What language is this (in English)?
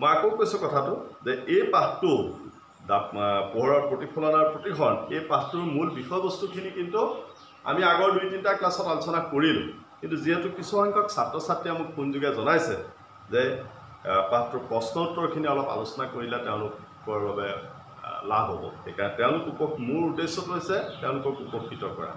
Assamese